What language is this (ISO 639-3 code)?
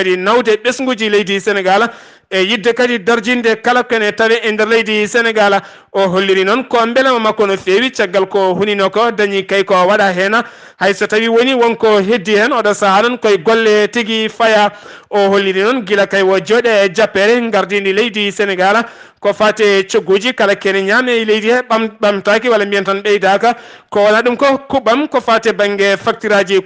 ful